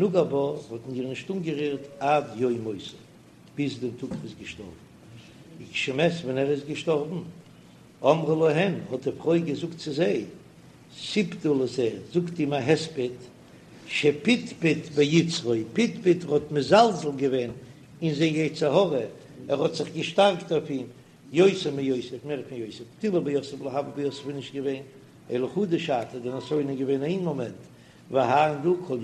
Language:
Yiddish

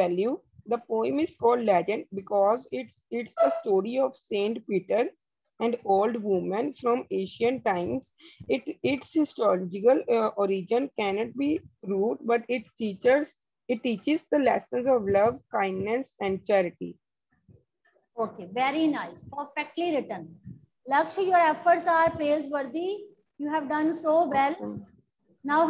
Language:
English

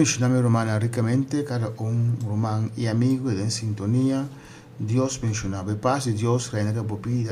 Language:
Papiamento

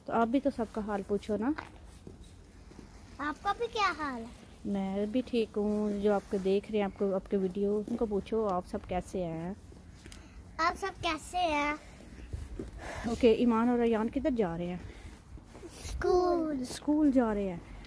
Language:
Hindi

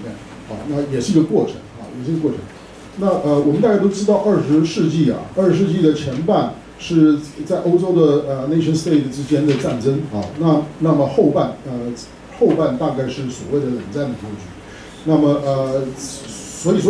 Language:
Chinese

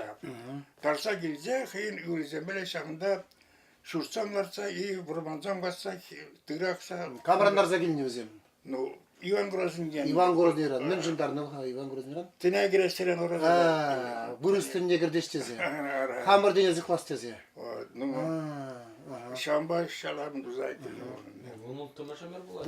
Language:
Chuvash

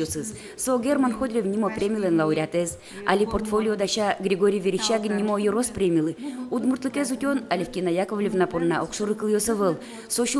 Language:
Udmurt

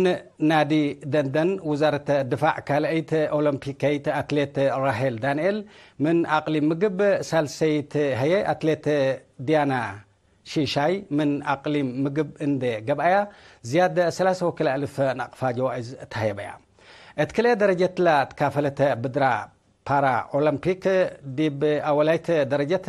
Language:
Tigre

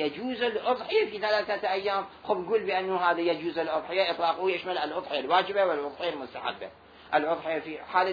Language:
Mesopotamian Arabic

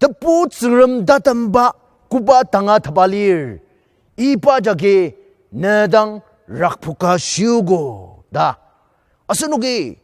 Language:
Ao Naga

